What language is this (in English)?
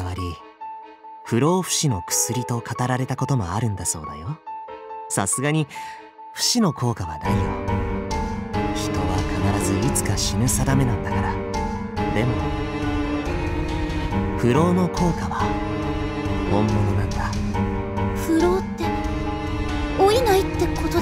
Japanese